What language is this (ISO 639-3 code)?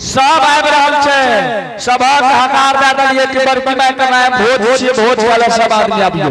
anp